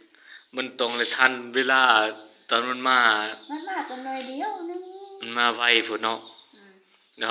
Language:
Northeastern Thai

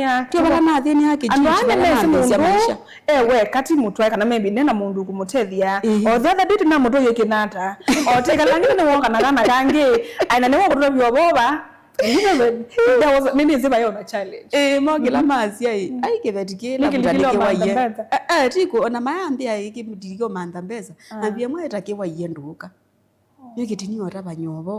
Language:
Kamba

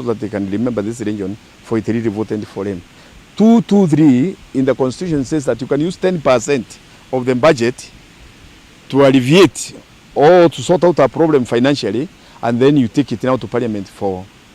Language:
Meru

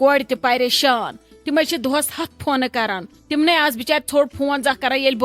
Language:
Kashmiri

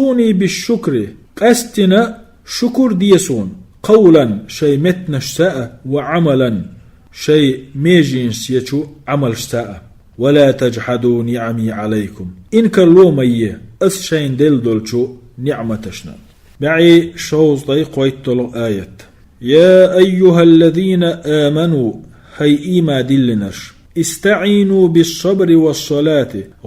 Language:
Chechen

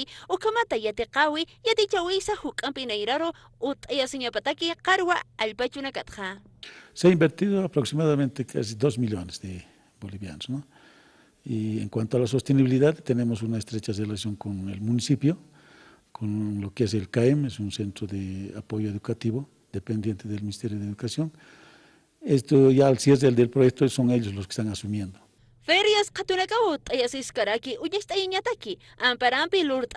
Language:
Aymara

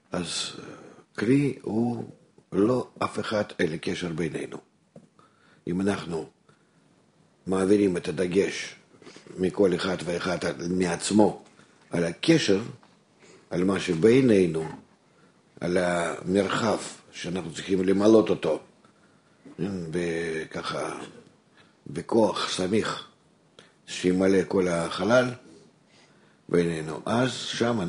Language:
Hebrew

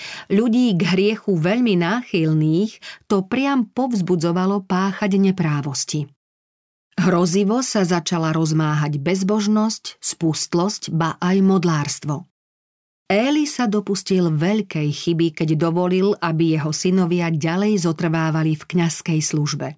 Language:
Slovak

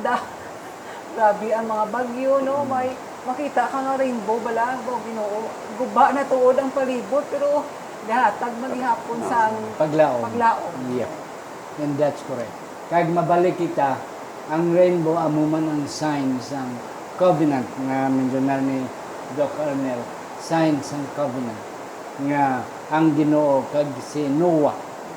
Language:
Hiligaynon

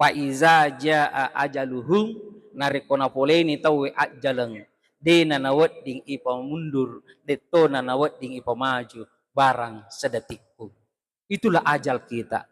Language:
Buginese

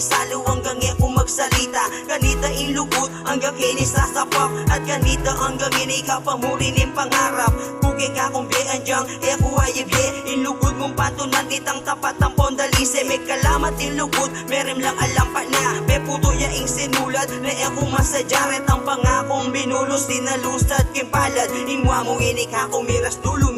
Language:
Pampanga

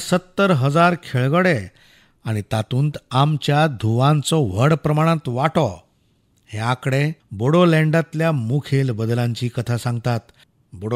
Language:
Konkani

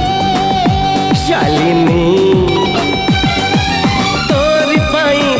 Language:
Odia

